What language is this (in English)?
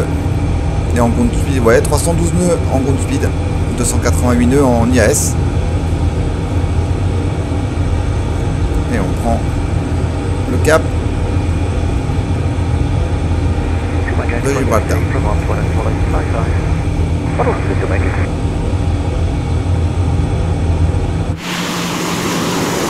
French